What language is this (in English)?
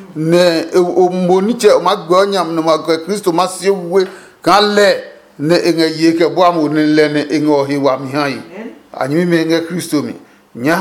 Adangme